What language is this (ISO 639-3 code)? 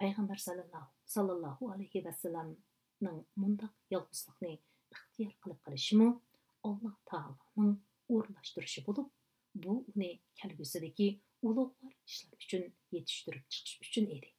uig